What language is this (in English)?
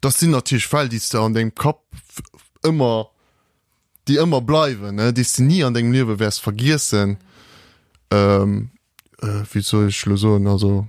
Luxembourgish